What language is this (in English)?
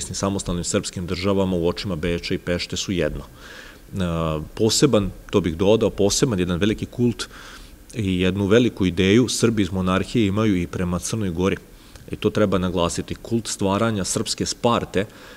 Serbian